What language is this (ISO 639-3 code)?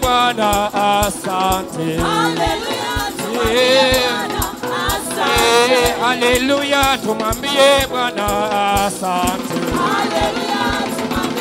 swa